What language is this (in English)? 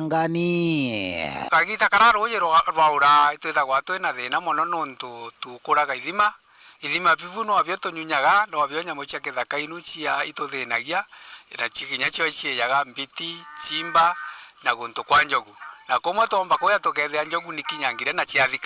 Meru